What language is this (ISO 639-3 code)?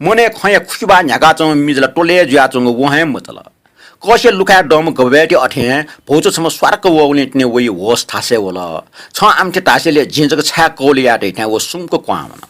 new